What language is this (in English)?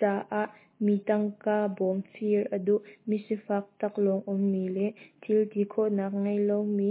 Hakha Chin